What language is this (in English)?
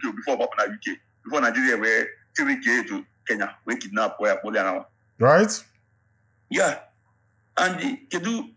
Igbo